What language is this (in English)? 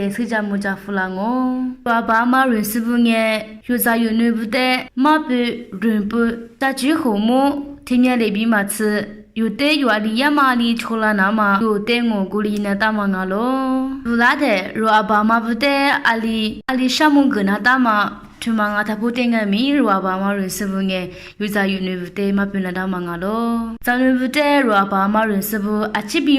Lisu